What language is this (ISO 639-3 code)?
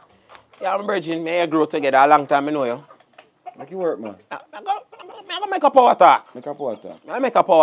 jam